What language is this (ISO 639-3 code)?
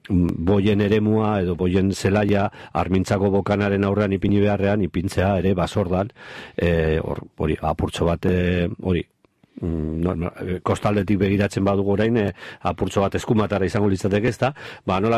eus